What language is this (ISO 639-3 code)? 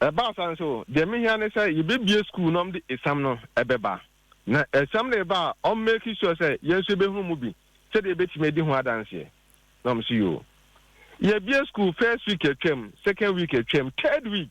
aka